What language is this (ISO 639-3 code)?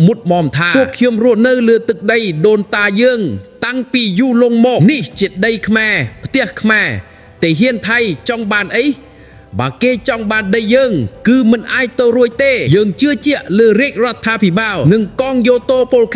khm